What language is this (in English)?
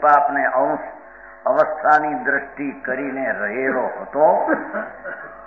Gujarati